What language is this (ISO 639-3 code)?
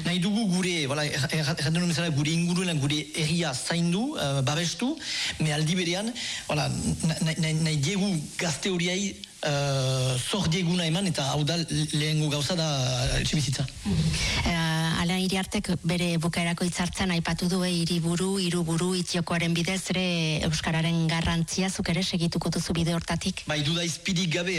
eus